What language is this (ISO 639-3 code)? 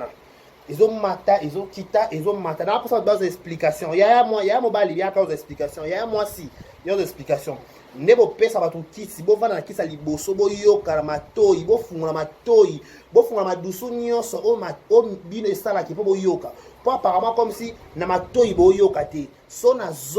lin